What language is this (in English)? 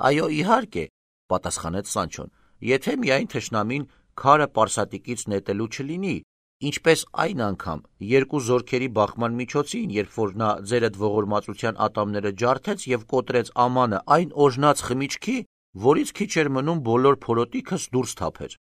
Armenian